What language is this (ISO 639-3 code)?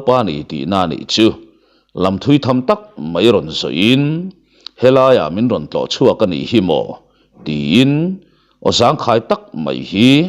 lus